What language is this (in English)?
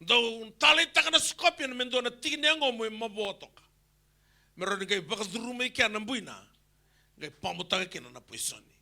Fijian